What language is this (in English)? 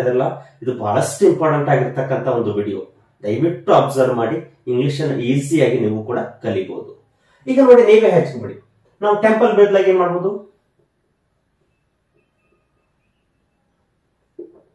Kannada